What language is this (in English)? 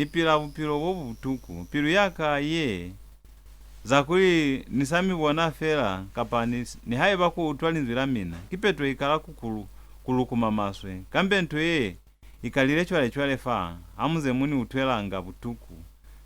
Lozi